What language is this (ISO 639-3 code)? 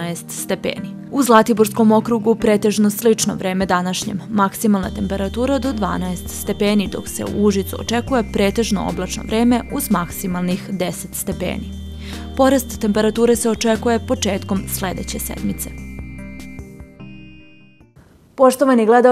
srp